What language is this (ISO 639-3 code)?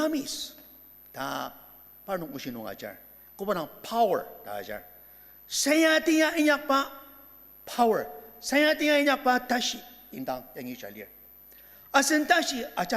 njo